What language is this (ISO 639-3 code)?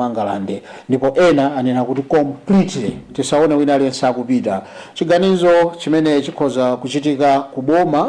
nya